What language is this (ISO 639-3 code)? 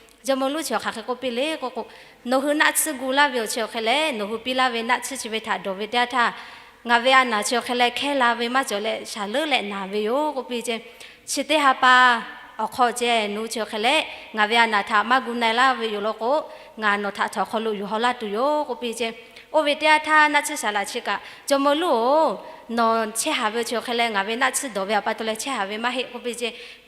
lhu